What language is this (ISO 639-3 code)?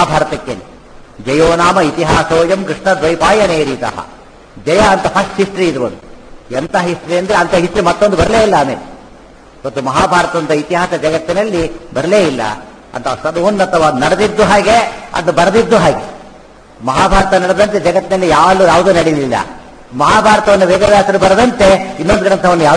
kan